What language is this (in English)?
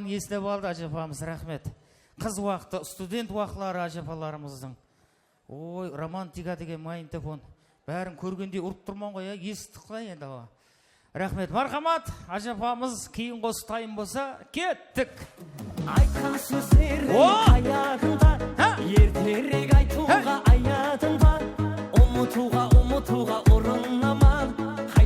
Kara-Kalpak